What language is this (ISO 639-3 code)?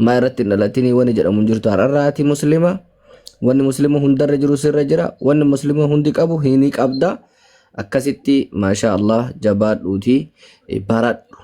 orm